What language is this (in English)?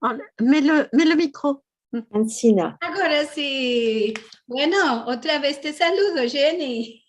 Ladino